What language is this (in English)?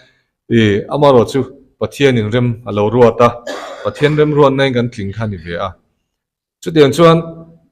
Mizo